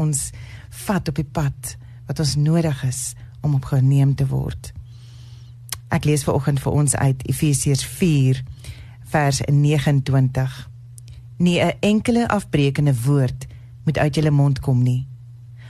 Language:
Afrikaans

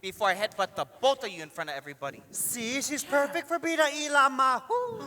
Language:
Hawaiian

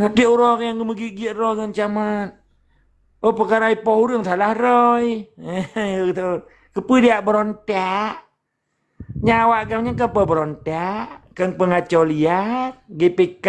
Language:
Achinese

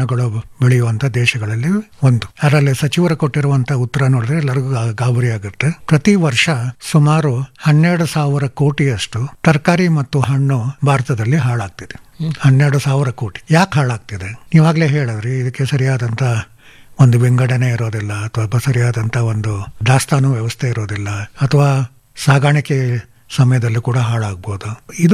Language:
Kannada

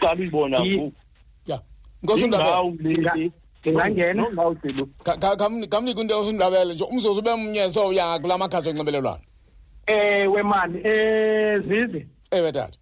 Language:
Xhosa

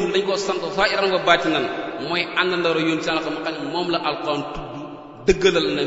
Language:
Wolof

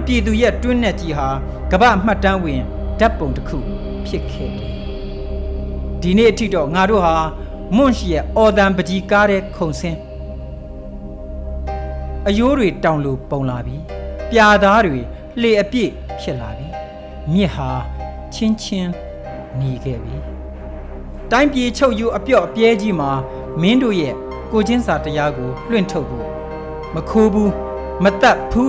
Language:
Burmese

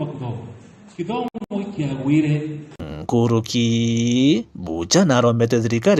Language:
Meru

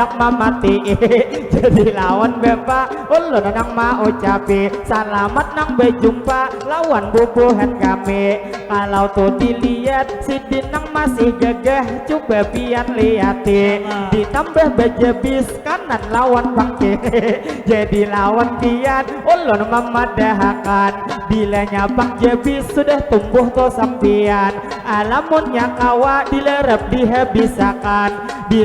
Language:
Banjar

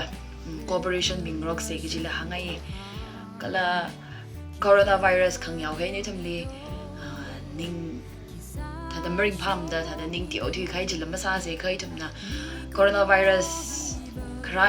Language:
Tangkhul Naga (India)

